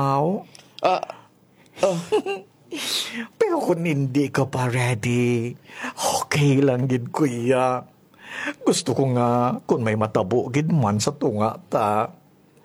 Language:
Hiligaynon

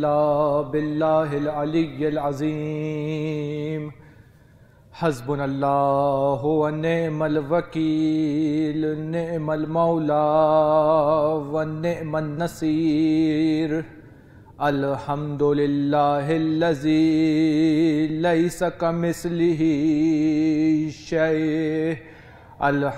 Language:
Urdu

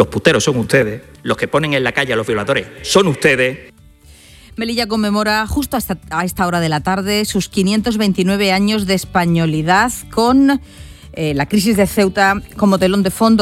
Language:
Spanish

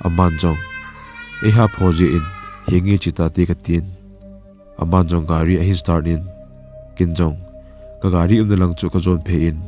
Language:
Thado Chin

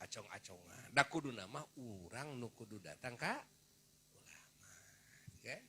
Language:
Sundanese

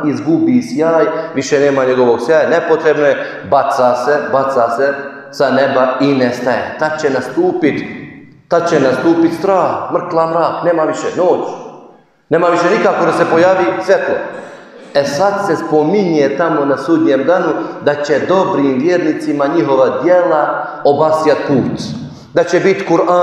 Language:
Bosnian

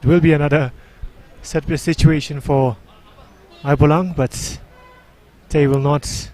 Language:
Tangkhul Naga (India)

